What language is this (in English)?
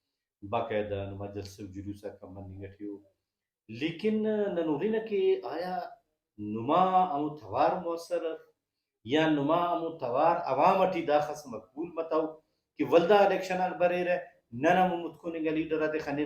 Brahui